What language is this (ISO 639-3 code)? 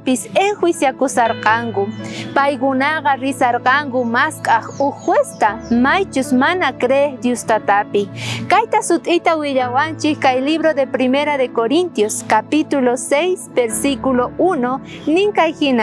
quh